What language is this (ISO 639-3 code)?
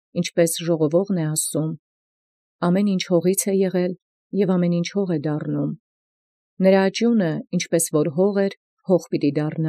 hye